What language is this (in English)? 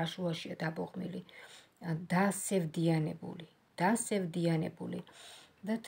Georgian